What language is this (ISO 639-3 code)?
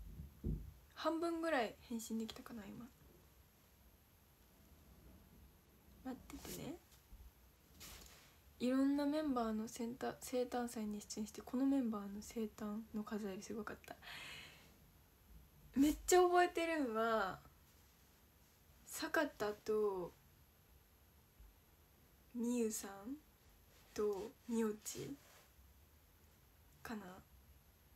jpn